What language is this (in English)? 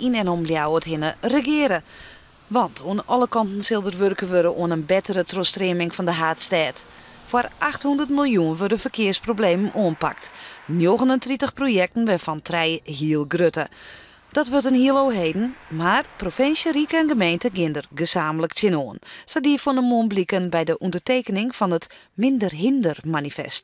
Western Frisian